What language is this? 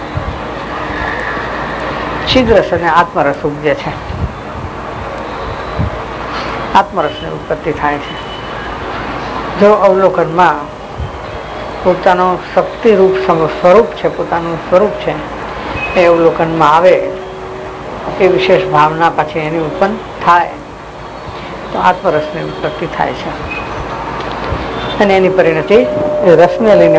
Gujarati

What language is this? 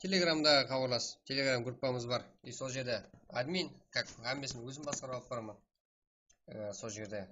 Kara-Kalpak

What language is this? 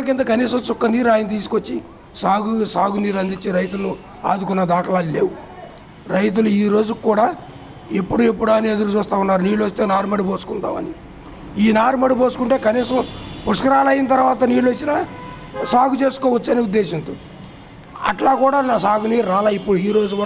Telugu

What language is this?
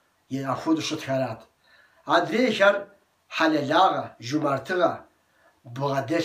Kabardian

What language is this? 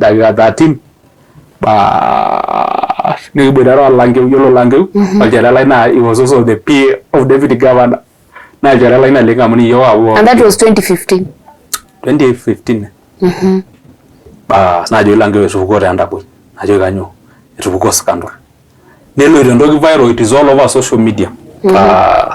Masai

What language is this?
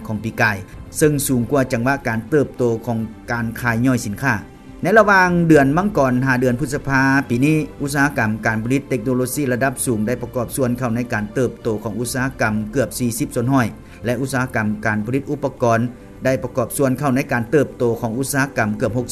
Lao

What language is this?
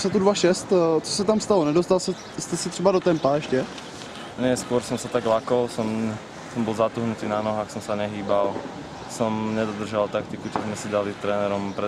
Slovak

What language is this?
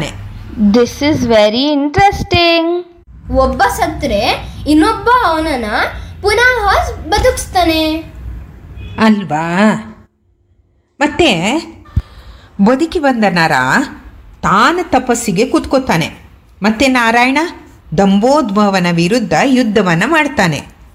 Kannada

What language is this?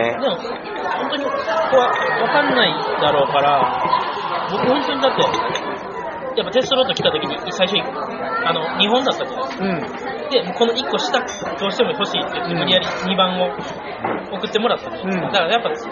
Japanese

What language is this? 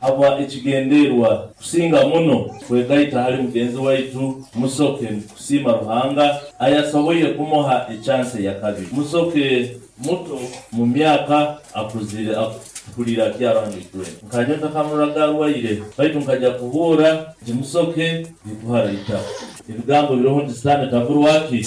Nyoro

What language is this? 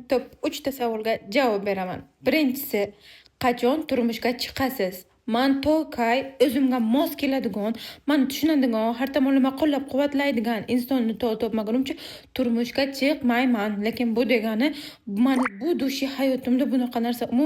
Uzbek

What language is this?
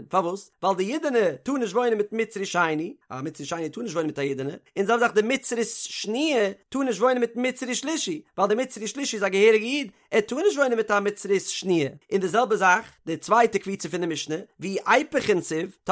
Yiddish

